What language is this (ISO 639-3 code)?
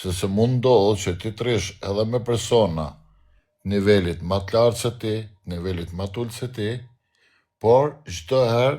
sqi